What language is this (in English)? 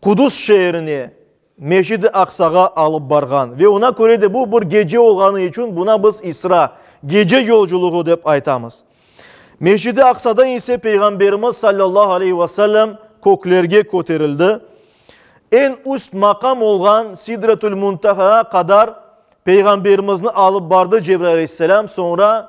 Crimean Tatar